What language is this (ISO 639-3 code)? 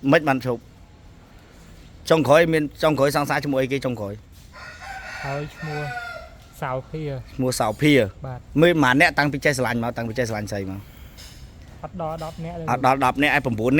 khm